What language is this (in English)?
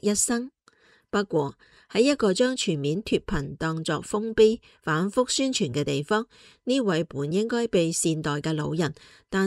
Cantonese